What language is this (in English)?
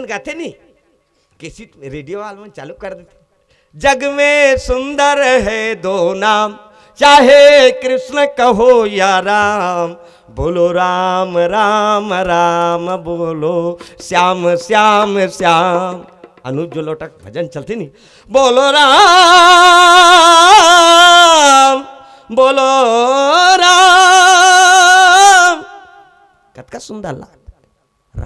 Chhattisgarhi